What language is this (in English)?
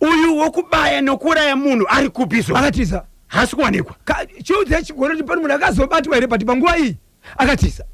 Shona